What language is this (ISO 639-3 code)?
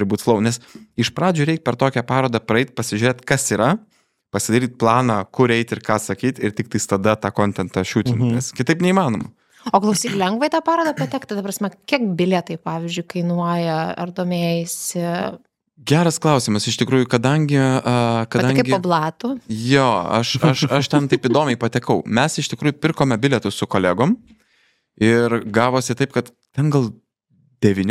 lit